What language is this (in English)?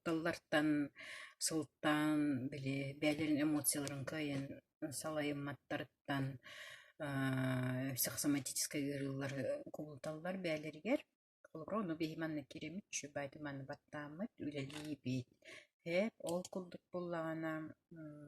Yakut